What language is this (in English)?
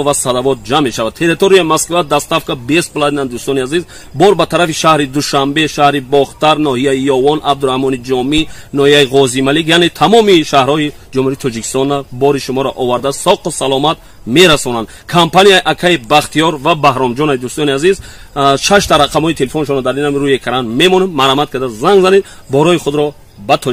Tajik